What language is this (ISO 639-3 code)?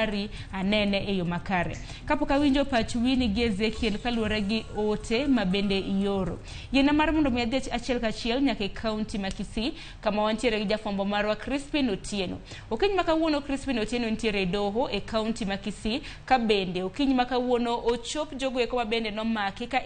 luo